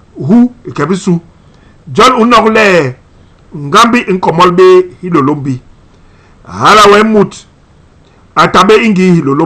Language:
Basaa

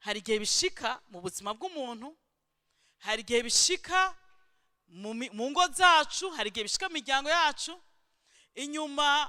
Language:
Rundi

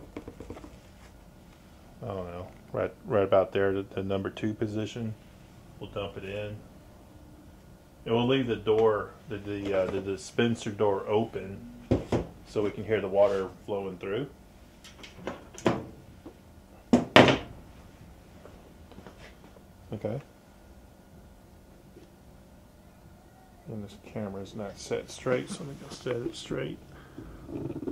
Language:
English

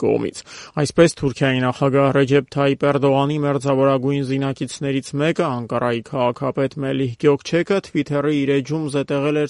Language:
Armenian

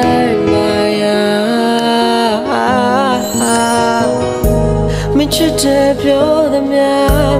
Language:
Burmese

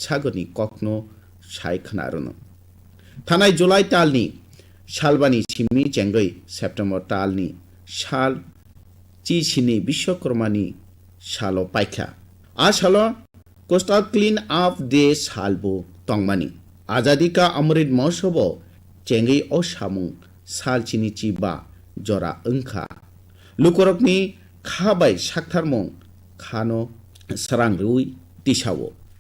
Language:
Kok Borok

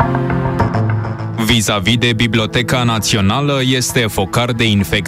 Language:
Romanian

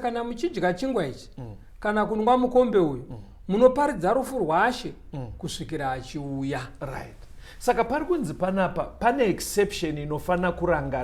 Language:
Shona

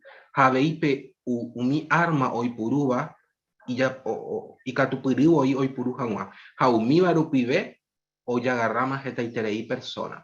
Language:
Guarani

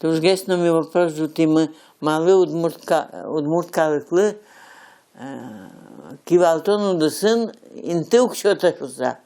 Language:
Udmurt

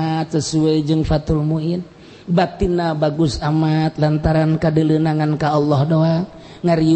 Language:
Sundanese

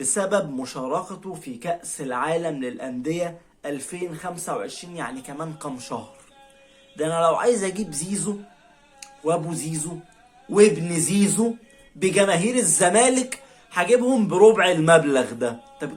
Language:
Egyptian Arabic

